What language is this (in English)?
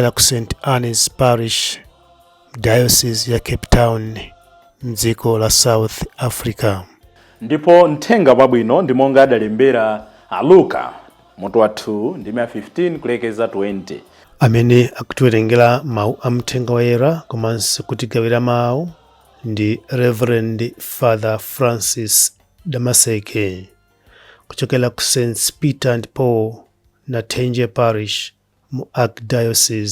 Nyanja